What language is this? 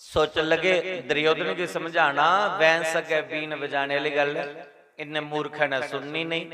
Dogri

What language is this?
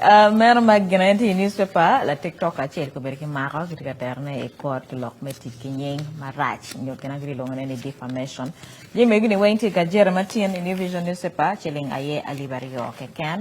Acoli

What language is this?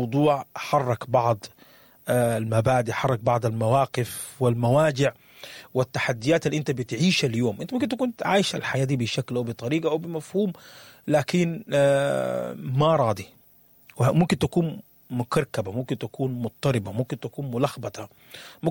Sudanese Arabic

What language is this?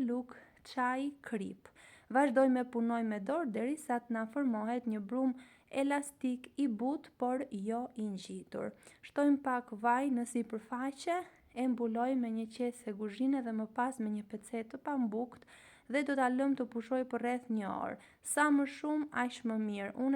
Albanian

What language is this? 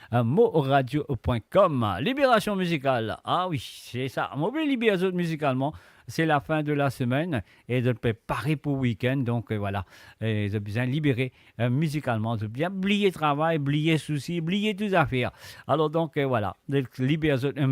Morisyen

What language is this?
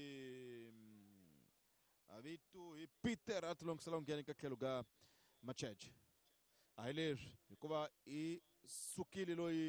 Tsonga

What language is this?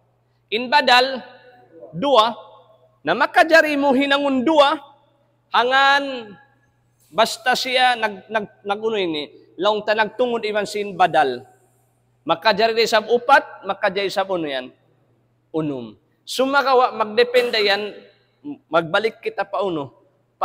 Tausug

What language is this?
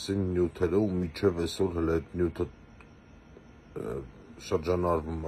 Armenian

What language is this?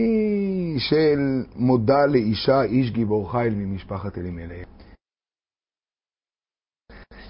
Hebrew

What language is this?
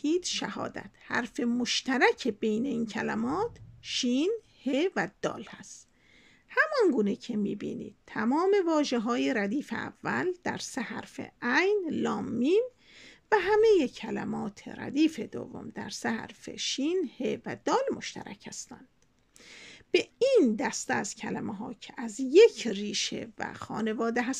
Persian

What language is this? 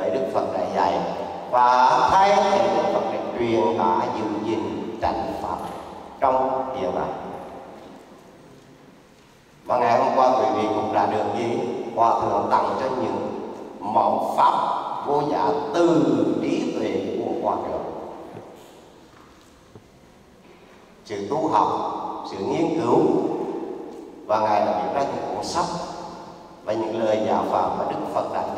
Vietnamese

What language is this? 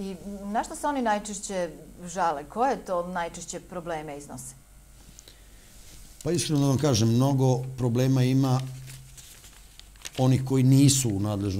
Serbian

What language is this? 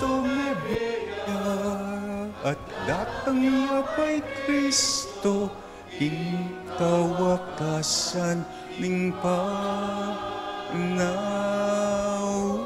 Pampanga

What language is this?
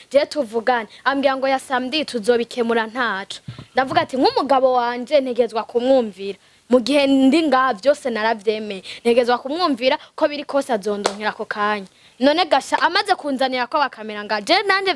Rundi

